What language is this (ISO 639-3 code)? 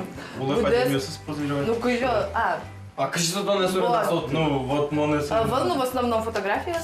udm